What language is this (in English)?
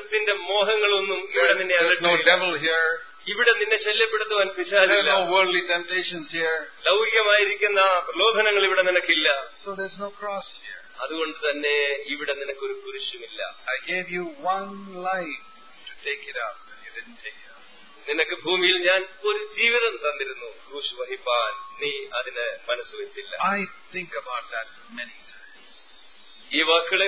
Malayalam